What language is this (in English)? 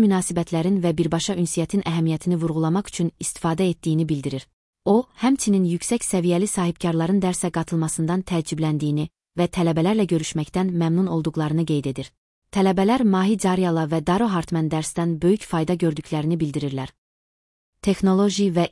Azerbaijani